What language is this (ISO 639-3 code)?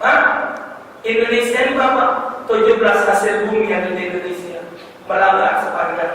mui